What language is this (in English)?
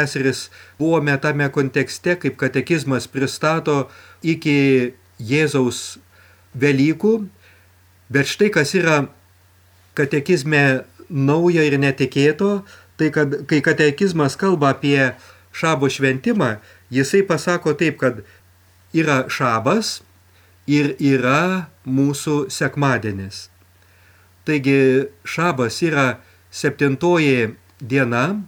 Lithuanian